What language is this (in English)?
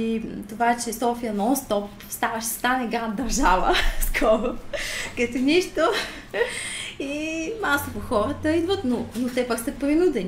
Bulgarian